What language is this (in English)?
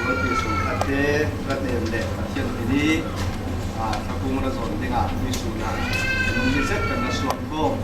Falam Chin